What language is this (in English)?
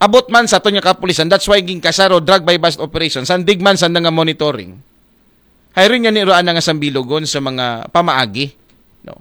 Aklanon